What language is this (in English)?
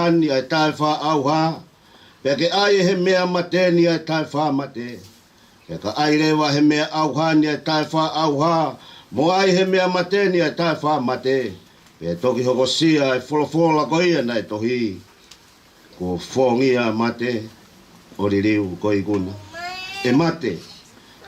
Tongan